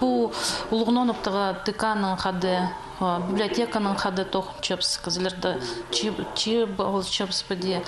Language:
Khakas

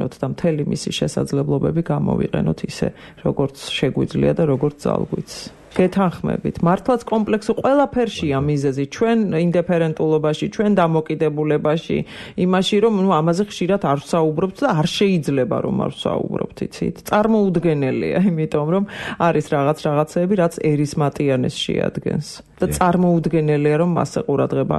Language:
Georgian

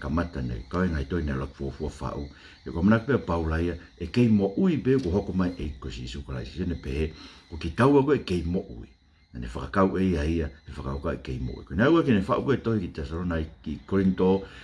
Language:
Tongan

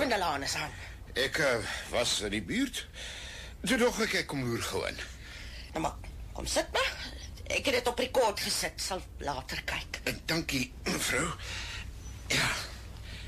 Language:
Afrikaans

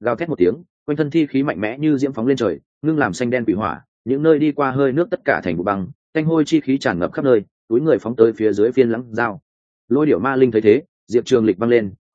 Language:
Vietnamese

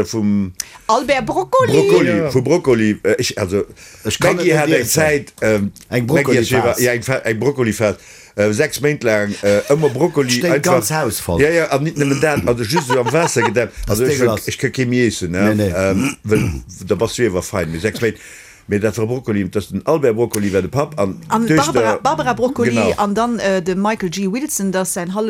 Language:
Luxembourgish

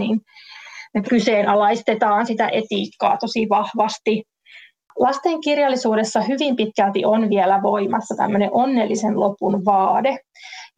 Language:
Finnish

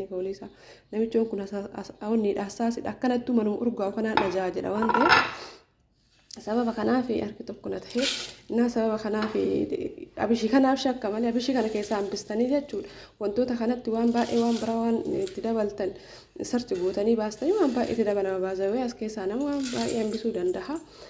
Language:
Oromo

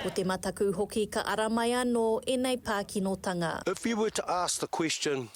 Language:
Māori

